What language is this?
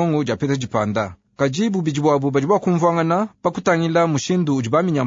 Luba-Lulua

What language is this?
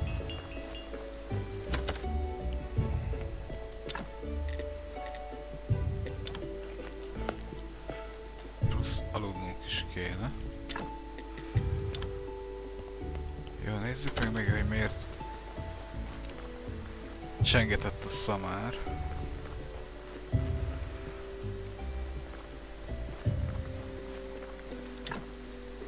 Hungarian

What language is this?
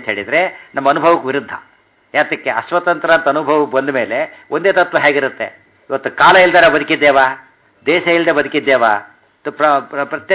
Kannada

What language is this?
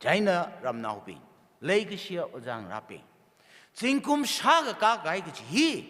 Tangkhul Naga (India)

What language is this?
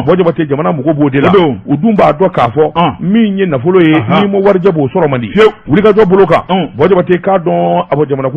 Bambara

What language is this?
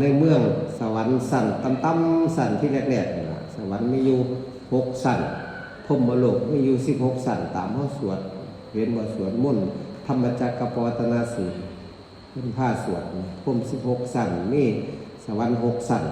Northeastern Thai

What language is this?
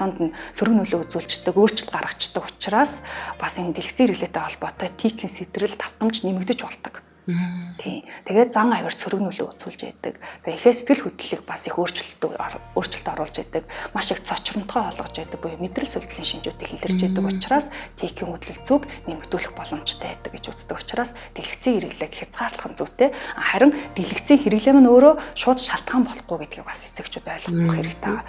Mongolian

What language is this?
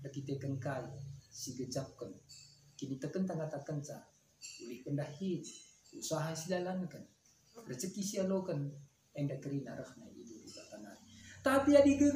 Batak Karo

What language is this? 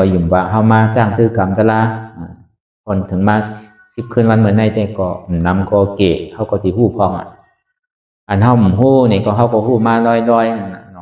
Shan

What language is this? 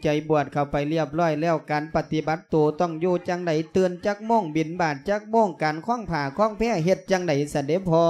Lao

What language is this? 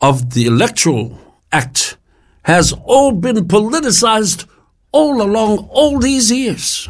Samoan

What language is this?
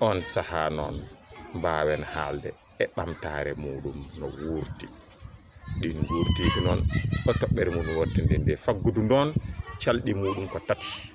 Fula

